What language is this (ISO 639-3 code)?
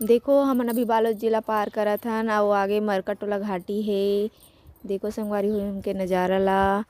hne